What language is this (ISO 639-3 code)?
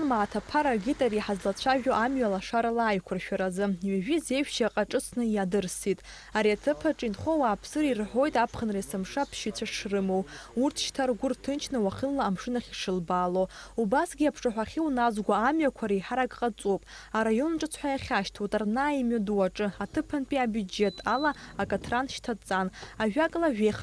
abk